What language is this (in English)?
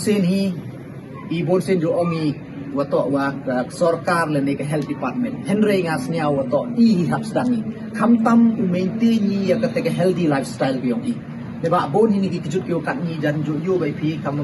Pnar